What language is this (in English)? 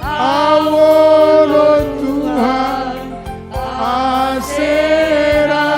Batak Simalungun